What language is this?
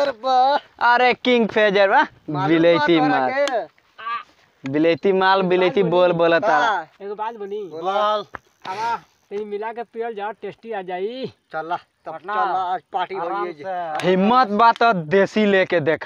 Bhojpuri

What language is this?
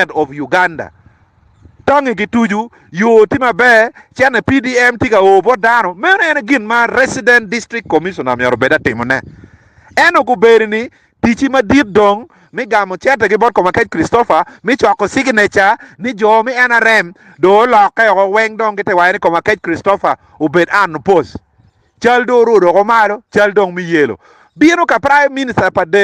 Acoli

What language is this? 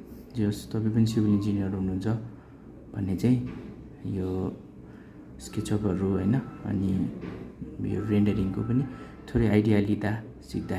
Nepali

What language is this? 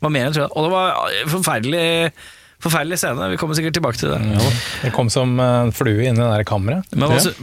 Norwegian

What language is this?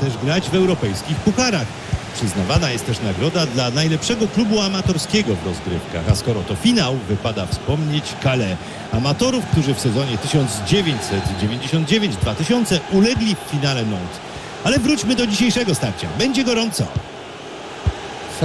Polish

